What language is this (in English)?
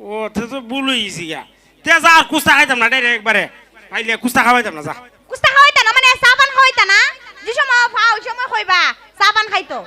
Sylheti